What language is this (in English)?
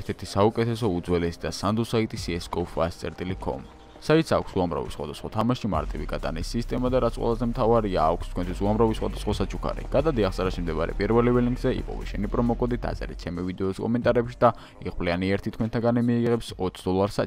Georgian